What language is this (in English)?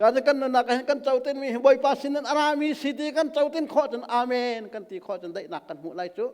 Hakha Chin